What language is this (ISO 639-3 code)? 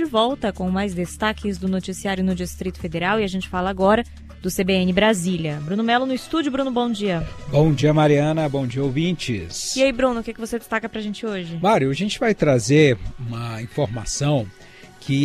por